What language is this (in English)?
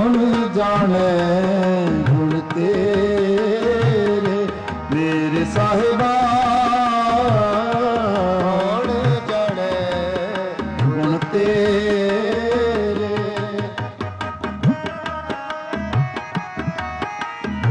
Punjabi